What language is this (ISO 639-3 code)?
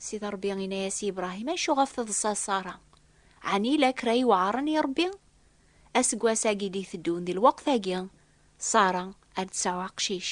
kab